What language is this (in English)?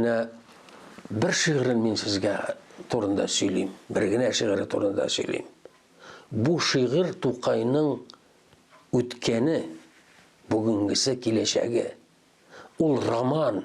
Tatar